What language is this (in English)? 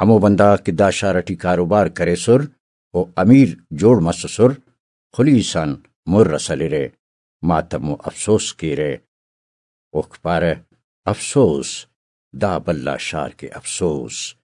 Brahui